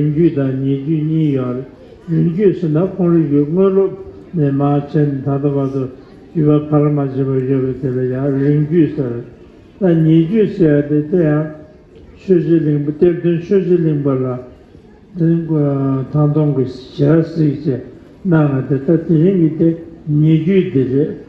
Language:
Tibetan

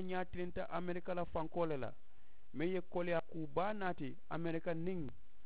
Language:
Mandingo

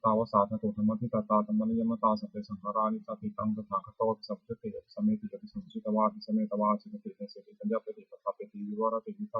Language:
Pali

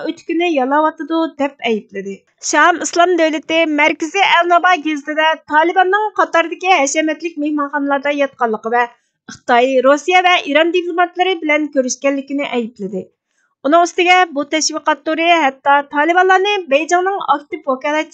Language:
Uyghur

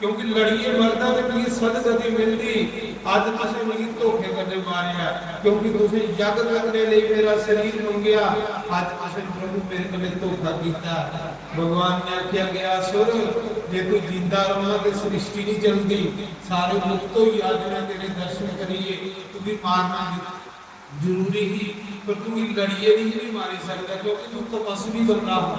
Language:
Dogri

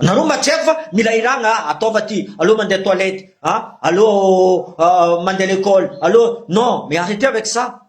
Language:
Malagasy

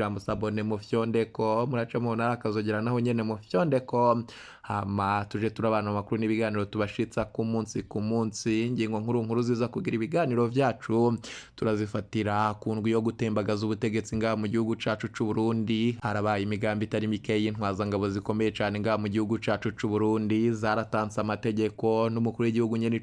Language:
Rundi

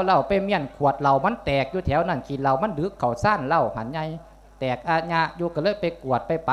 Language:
Lao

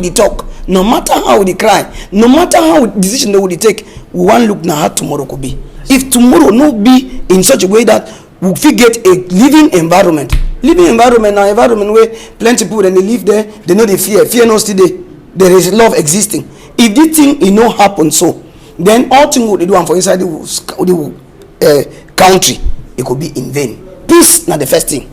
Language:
Cameroon Pidgin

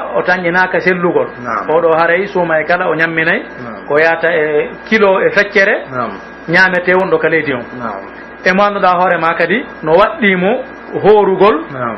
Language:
Pular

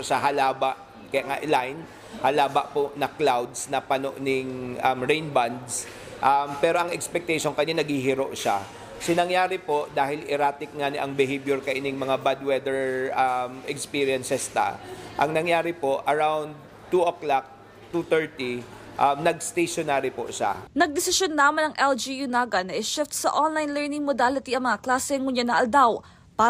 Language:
Bikol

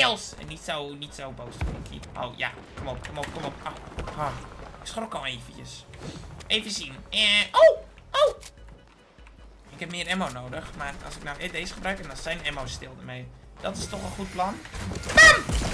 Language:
Dutch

